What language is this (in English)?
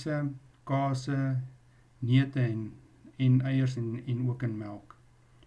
Afrikaans